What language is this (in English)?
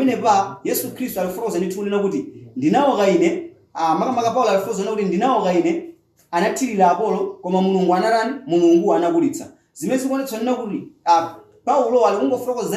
Nyanja